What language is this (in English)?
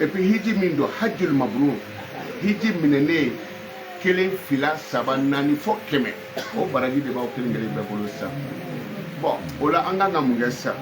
Bambara